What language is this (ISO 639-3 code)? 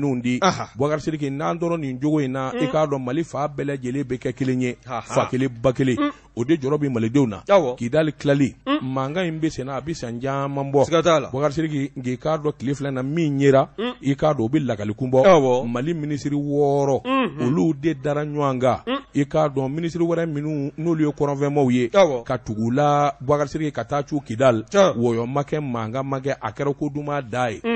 bam